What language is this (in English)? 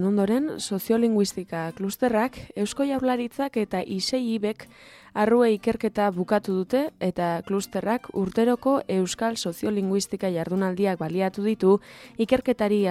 Basque